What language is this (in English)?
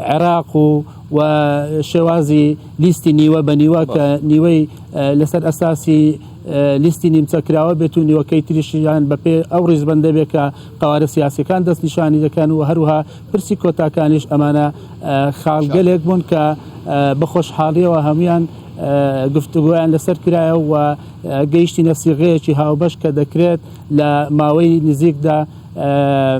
Central Kurdish